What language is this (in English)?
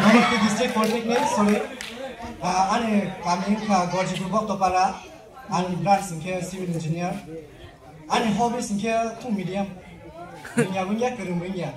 Kok Borok